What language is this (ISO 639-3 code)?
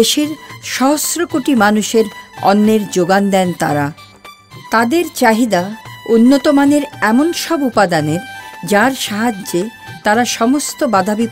ben